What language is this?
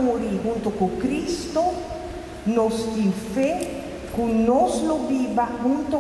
Papiamento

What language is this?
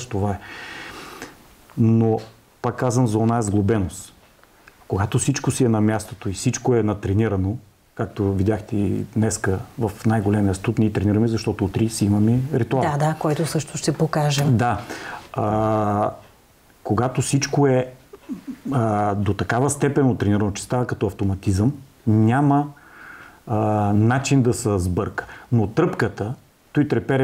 Bulgarian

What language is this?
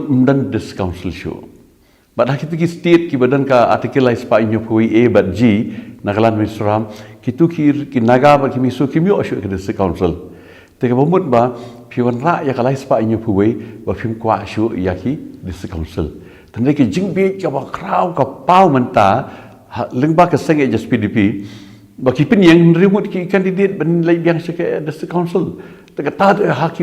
Khasi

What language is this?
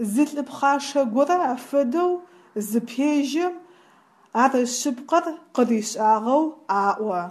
Adyghe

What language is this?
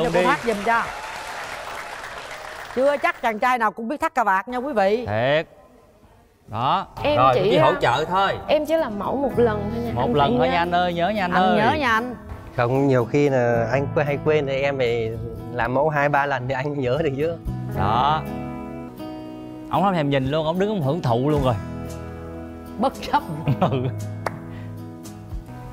Vietnamese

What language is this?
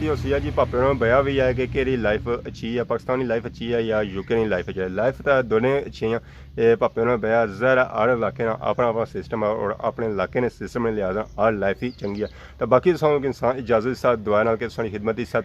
Pahari-Potwari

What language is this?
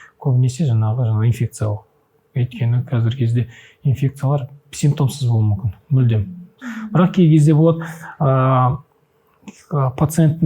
Kazakh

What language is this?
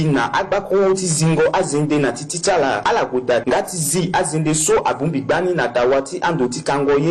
Sango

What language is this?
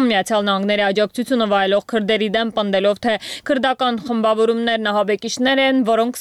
Armenian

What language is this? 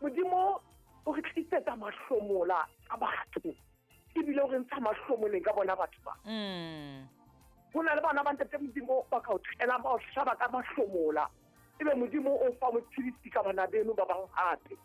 Southern Sotho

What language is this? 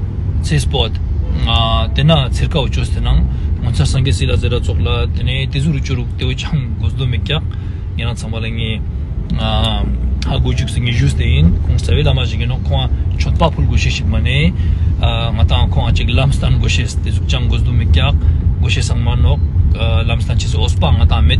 Ladakhi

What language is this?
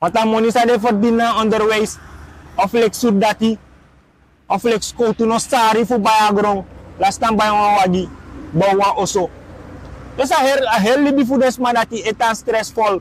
Sranan Tongo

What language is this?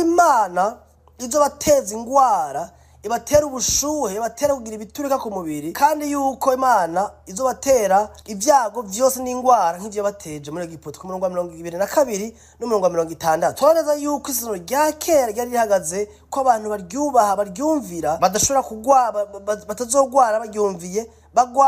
Rundi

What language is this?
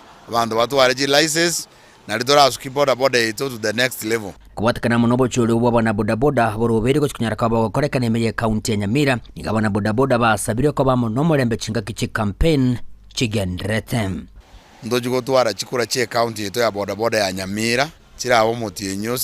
Gusii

